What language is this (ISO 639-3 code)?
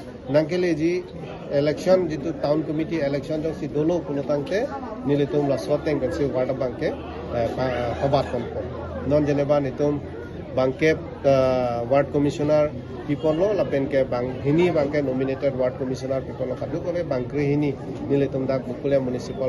mjw